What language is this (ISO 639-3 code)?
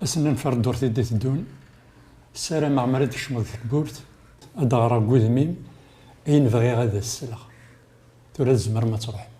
kab